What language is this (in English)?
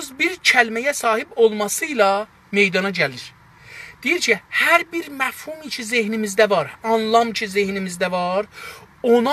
South Azerbaijani